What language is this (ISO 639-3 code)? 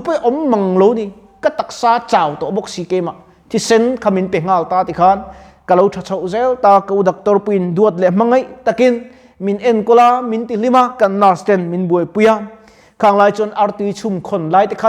lus